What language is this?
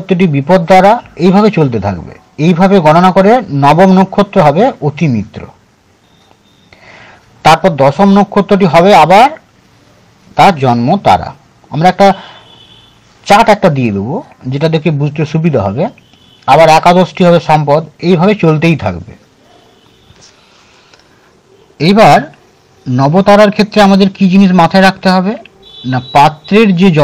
Bangla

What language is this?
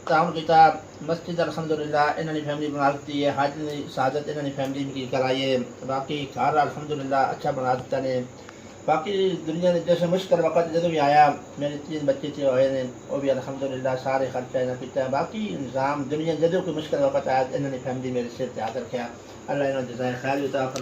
Pahari-Potwari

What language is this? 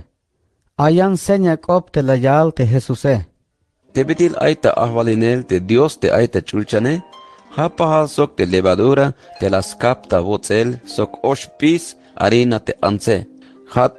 Tzeltal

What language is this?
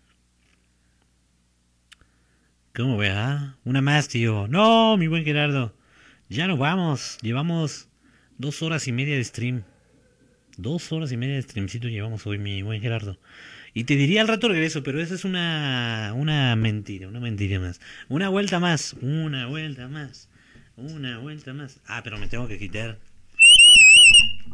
Spanish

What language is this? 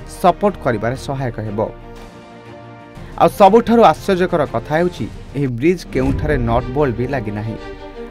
Odia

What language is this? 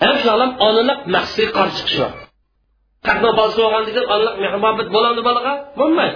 Uyghur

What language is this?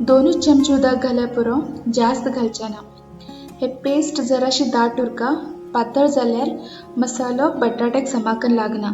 Konkani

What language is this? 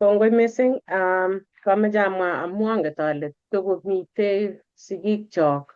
Kalenjin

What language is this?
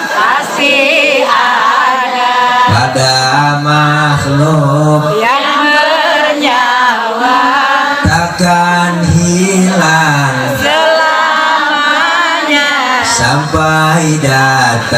Betawi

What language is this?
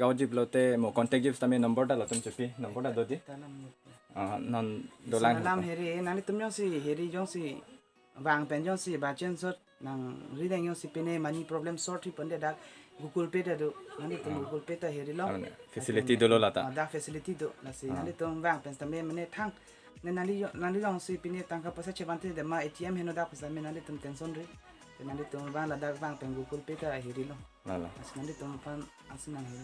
Karbi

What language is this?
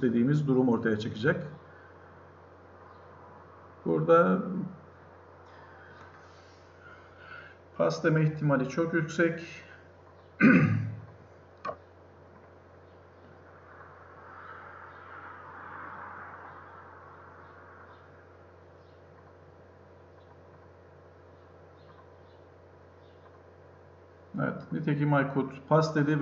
Turkish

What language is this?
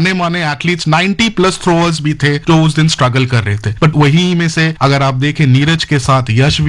Hindi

